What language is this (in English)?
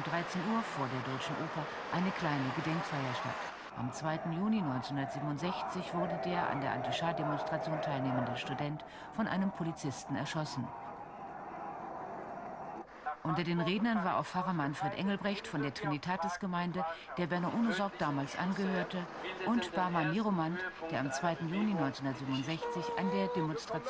German